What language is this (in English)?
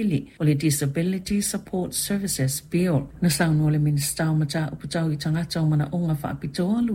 Samoan